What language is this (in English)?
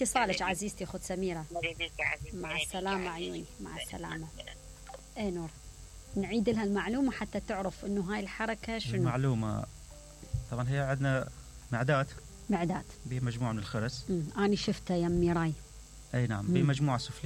Mesopotamian Arabic